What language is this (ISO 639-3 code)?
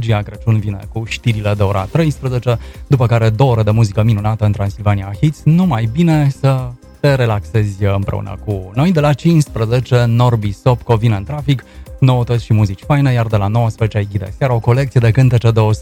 ron